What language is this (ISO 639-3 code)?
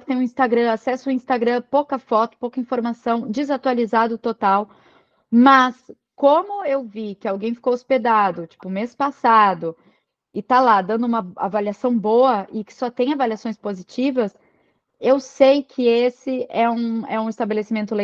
por